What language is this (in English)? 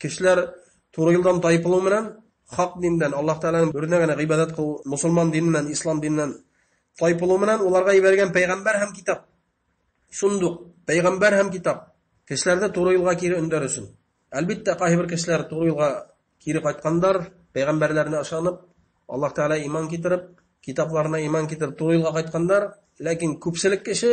Bashkir